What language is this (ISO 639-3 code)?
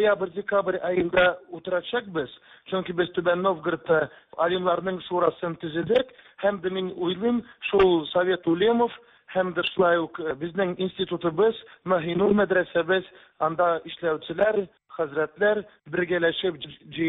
tat